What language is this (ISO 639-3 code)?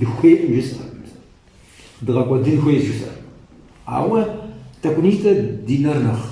kbd